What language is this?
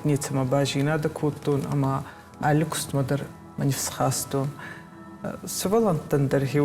Ossetic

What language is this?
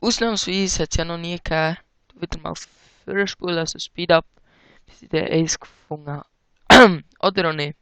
Swiss German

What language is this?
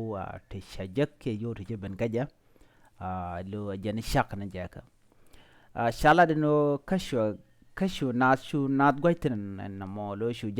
Nuer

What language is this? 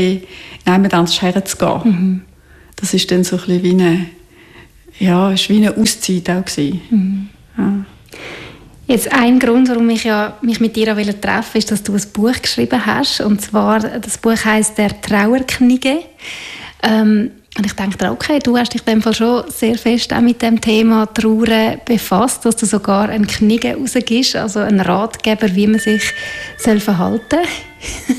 German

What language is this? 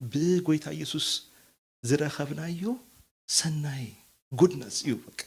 Tigrinya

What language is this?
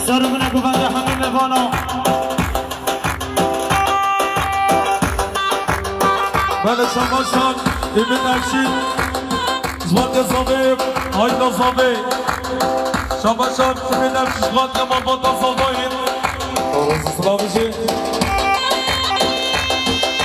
Persian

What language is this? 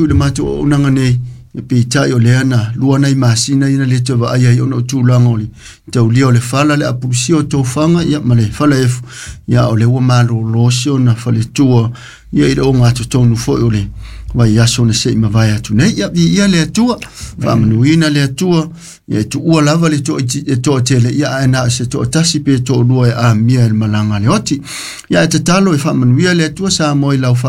Samoan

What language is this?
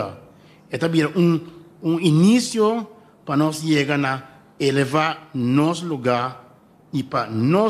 Papiamento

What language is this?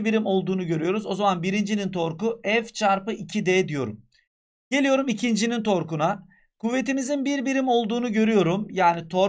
Turkish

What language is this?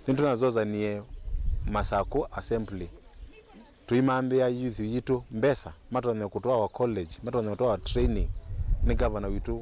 Kamba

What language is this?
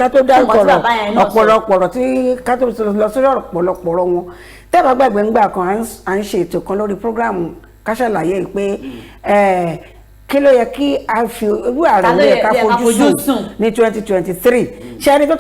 Yoruba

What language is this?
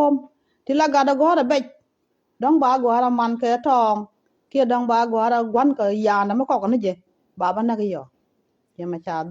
Nuer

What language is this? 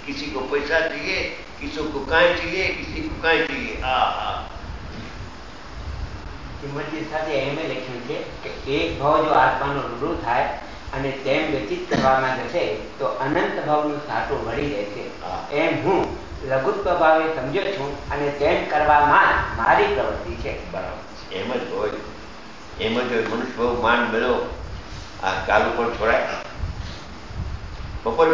Gujarati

